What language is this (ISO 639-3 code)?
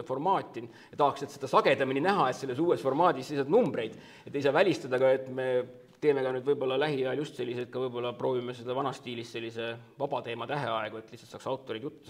est